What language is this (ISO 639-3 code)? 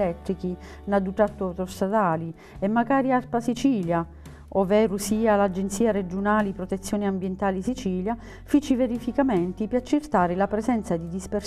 scn